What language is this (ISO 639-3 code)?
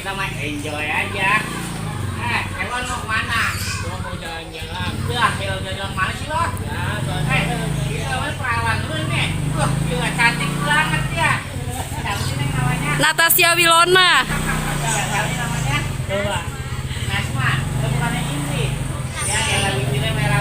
bew